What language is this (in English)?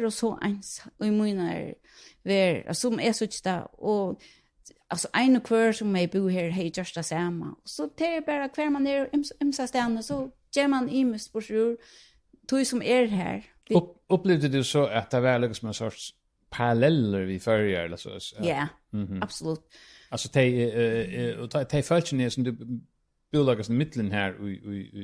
Faroese